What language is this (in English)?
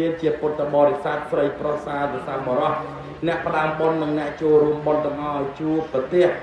Khmer